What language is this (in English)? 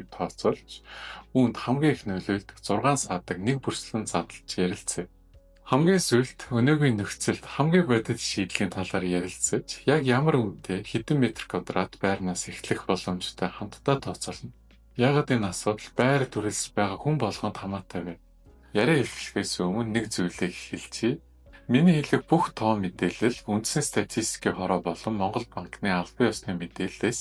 Mongolian